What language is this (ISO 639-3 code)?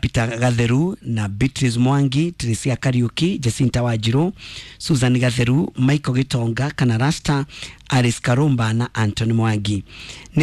kik